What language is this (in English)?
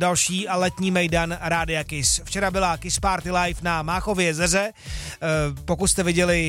Czech